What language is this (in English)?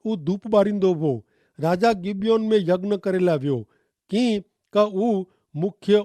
Kachhi